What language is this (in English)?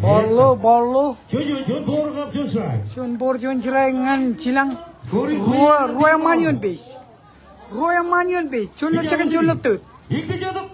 Marshallese